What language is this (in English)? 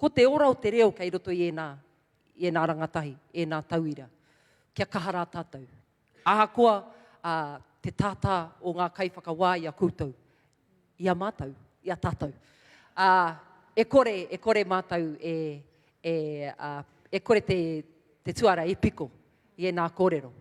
Māori